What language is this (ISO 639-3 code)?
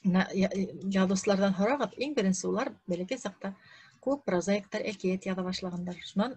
bak